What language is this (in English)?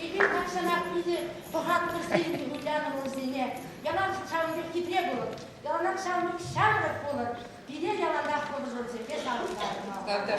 Chuvash